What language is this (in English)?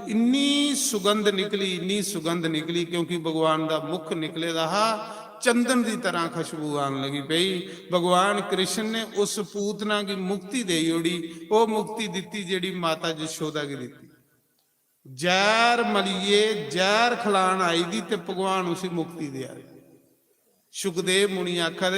Dogri